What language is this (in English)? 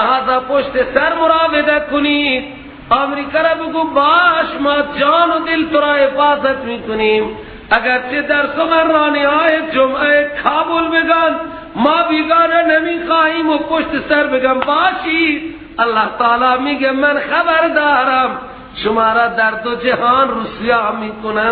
Persian